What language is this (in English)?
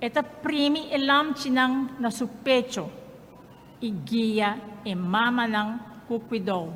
Papiamento